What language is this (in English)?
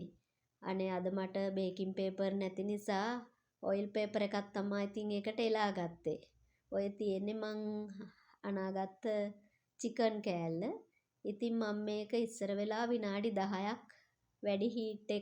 Sinhala